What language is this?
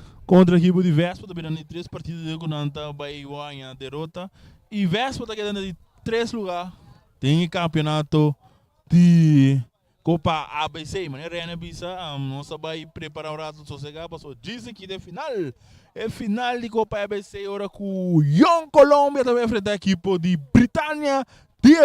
Papiamento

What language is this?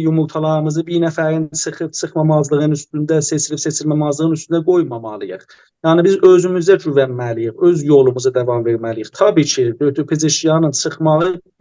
South Azerbaijani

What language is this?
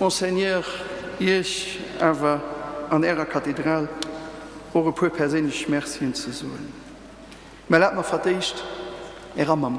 Luxembourgish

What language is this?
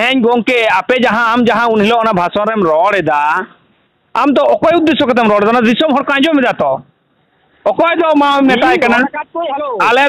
Santali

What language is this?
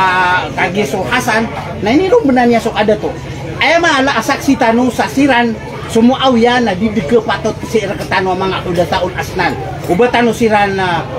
Maranao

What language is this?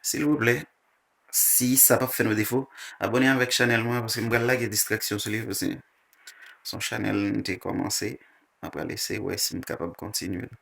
Haitian Creole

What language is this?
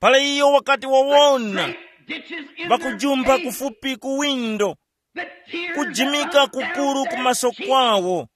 Tumbuka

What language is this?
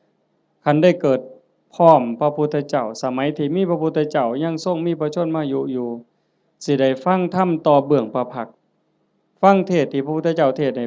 Northeastern Thai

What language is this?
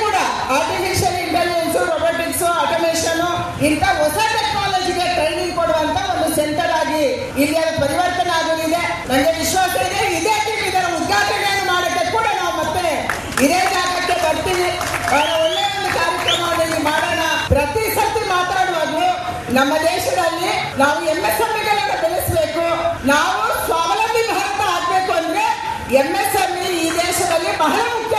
Kannada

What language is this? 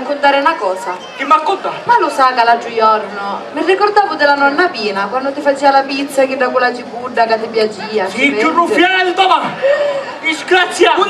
Sicilian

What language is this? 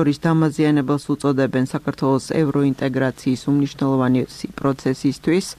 Georgian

